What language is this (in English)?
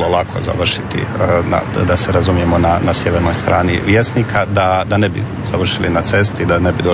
Croatian